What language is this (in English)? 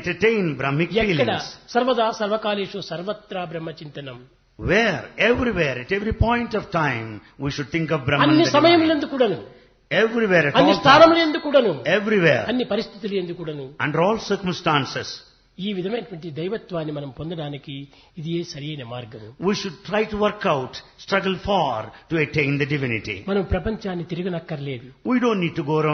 Telugu